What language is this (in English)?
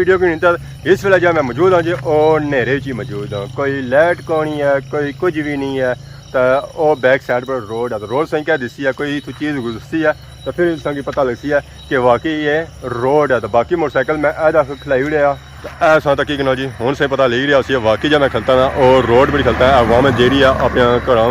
Pahari-Potwari